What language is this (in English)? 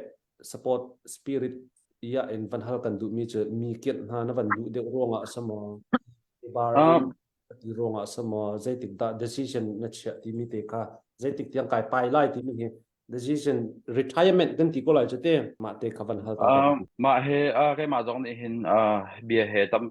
Hakha Chin